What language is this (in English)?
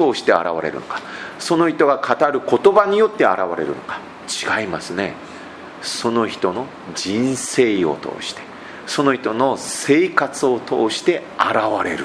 Japanese